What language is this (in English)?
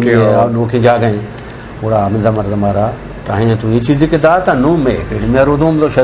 Eastern Balochi